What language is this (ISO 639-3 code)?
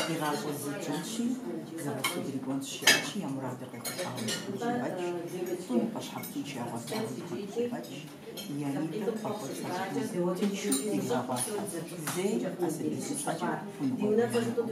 kbd